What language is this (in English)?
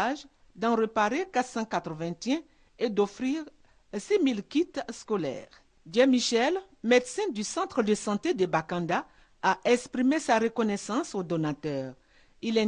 French